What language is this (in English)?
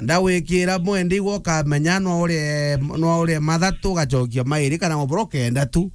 Meru